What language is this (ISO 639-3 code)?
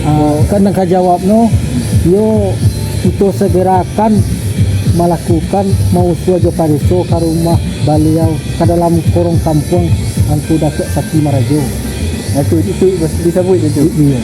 min